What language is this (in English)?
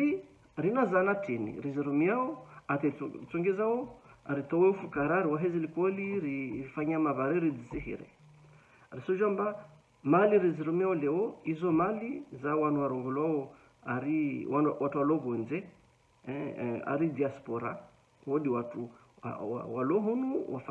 Ngazidja Comorian